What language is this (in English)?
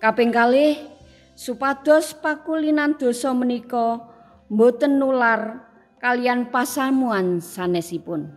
Javanese